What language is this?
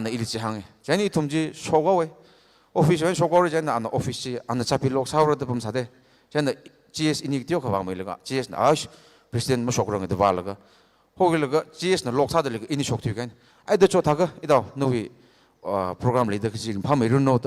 Tangkhul Naga (India)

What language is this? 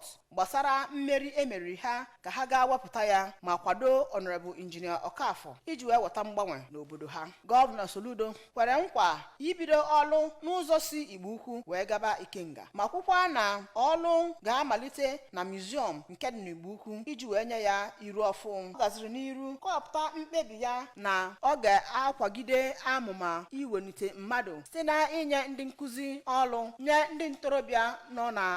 Igbo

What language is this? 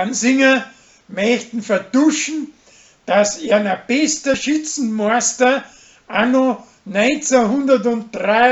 Bavarian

